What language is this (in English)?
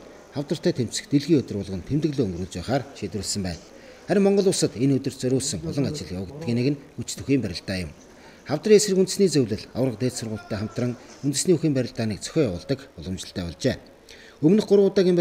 Mongolian